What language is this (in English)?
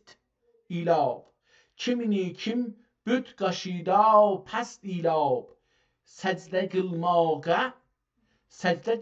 South Azerbaijani